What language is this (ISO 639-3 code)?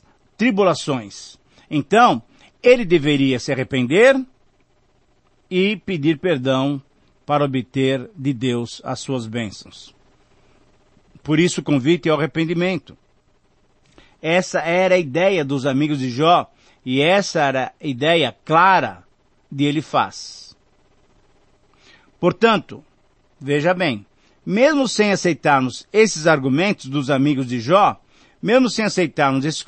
por